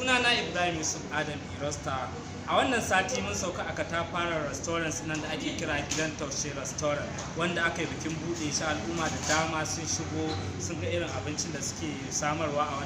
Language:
Hausa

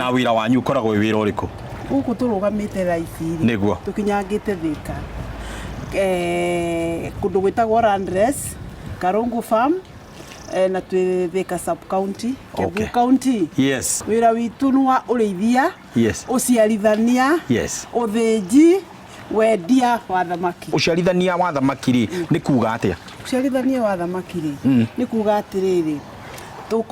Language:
Kikuyu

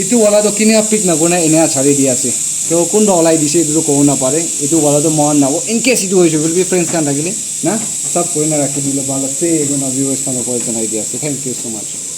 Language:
Naga Pidgin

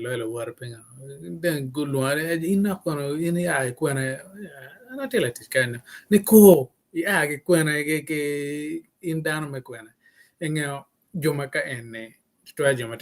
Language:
Acoli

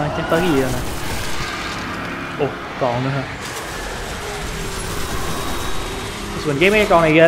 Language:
Vietnamese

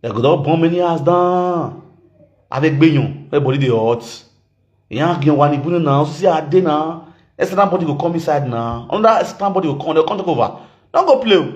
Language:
Nigerian Pidgin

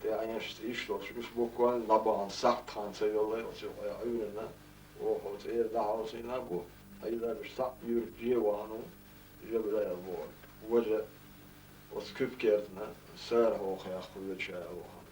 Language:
Chechen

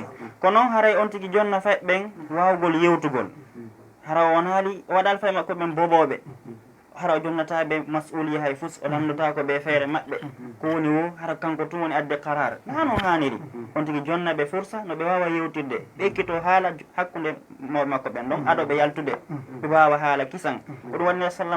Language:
Fula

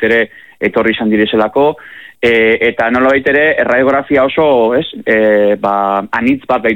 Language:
Basque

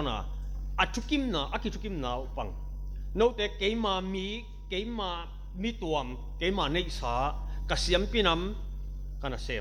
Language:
Tedim Chin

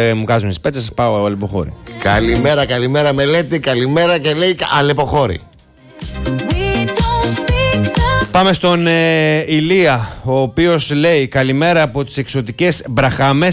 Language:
Greek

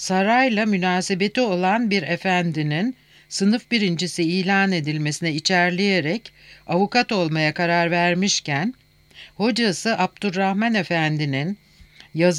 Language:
Turkish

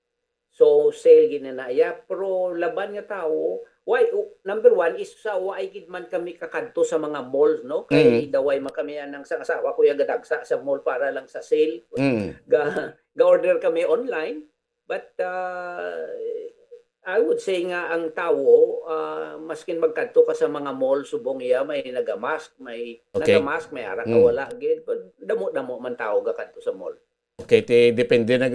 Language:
Hiligaynon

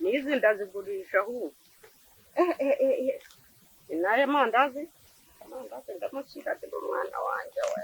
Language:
Kinyarwanda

